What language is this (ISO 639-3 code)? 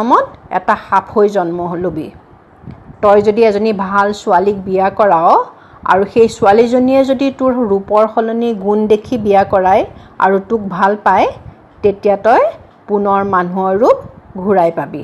asm